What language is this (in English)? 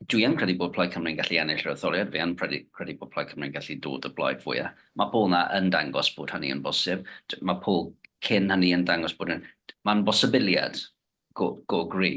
Welsh